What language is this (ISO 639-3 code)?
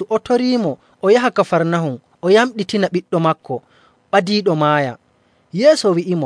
fuv